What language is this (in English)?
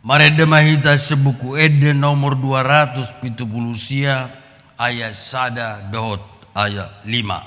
Batak Toba